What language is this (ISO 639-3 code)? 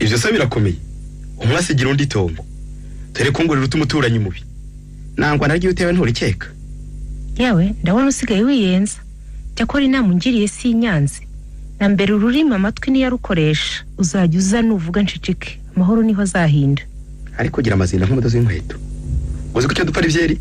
kin